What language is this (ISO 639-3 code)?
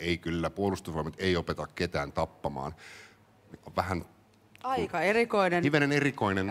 fin